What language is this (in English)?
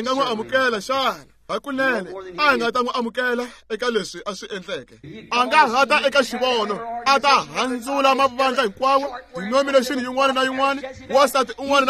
Tsonga